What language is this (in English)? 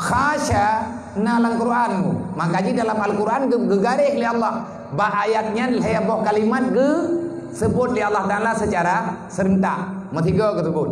Achinese